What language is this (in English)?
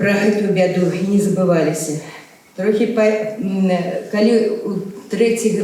Belarusian